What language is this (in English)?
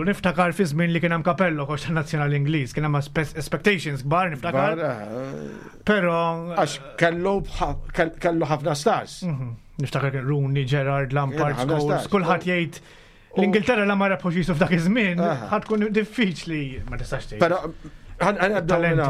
Maltese